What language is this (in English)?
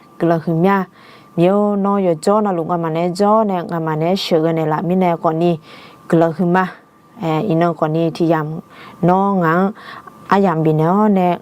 Akha